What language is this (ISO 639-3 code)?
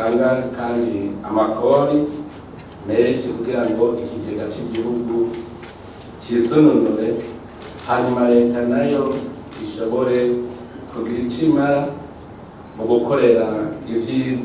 run